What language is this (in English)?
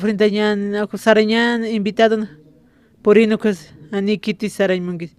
Aymara